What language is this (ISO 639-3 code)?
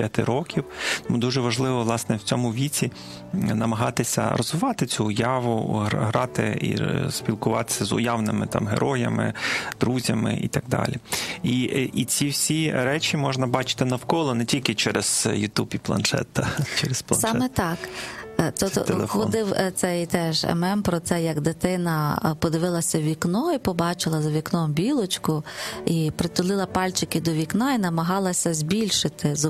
ukr